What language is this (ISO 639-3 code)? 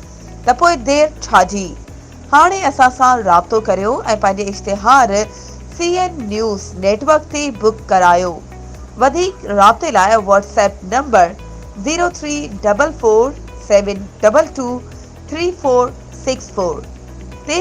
snd